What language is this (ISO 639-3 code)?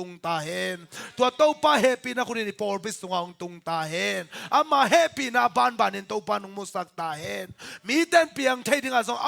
ctd